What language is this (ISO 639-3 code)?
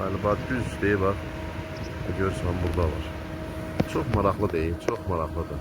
aze